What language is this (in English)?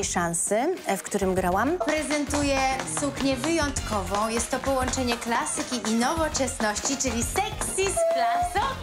Polish